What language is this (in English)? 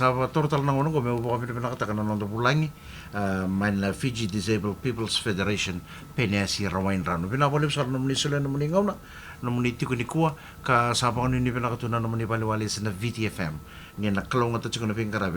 Fijian